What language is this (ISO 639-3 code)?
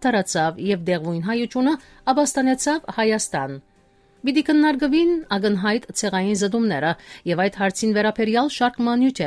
hye